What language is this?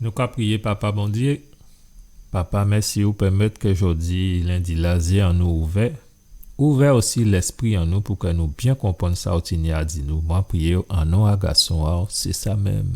Guadeloupean Creole French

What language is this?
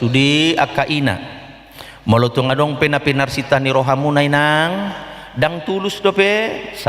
Batak Toba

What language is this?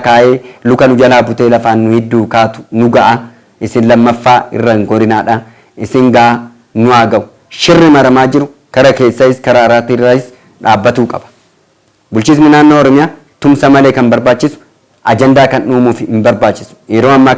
Oromo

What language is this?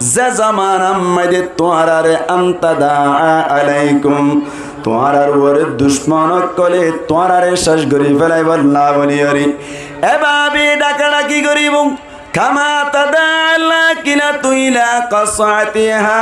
Rohingya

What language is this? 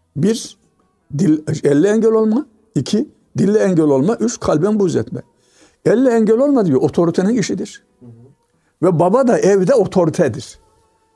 Turkish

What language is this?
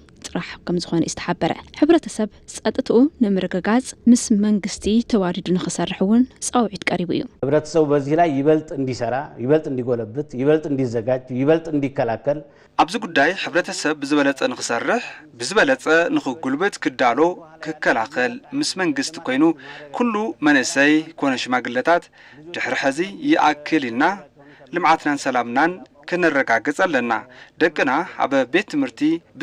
Tigrinya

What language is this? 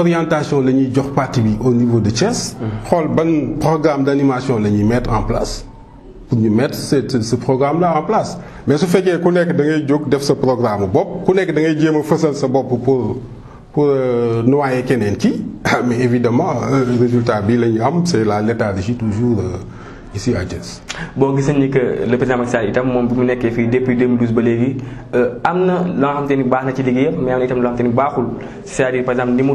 Wolof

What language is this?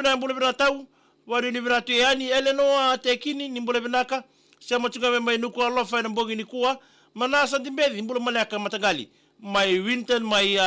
Fijian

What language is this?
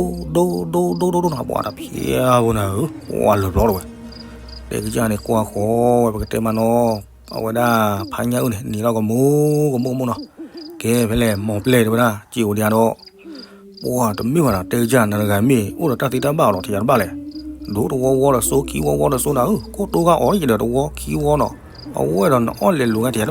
S'gaw Karen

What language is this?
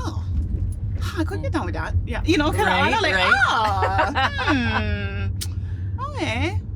Hawaiian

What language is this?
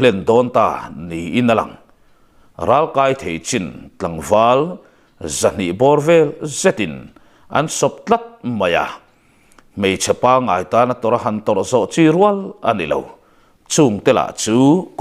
Mizo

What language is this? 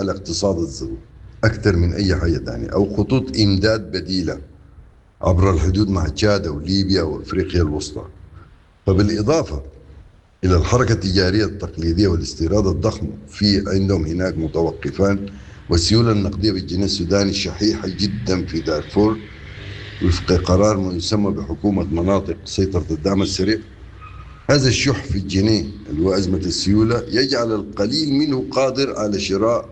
Sudanese Arabic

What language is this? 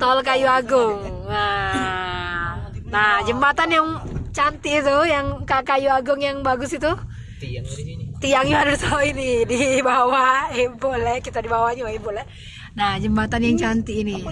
Musi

